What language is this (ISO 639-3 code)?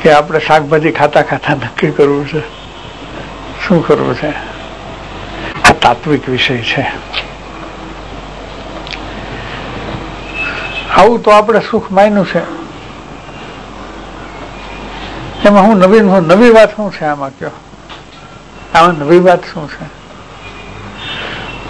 guj